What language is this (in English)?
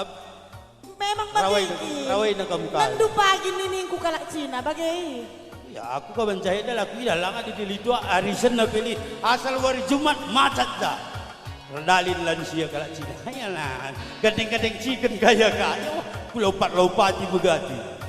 Batak Karo